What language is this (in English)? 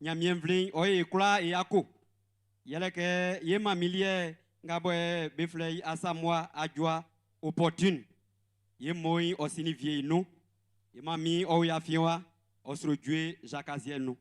Baoulé